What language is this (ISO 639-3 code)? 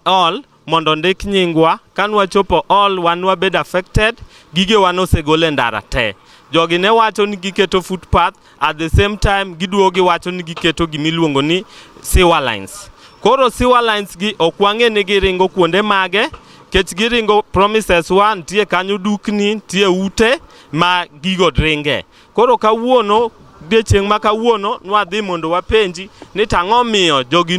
luo